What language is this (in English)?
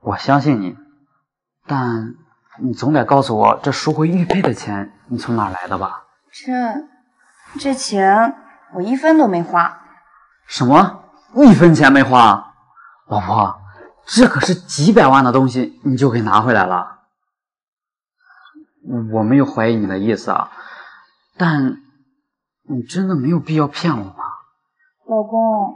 Chinese